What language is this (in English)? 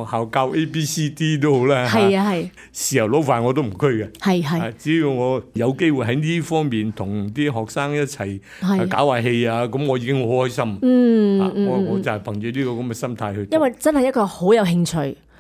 Cantonese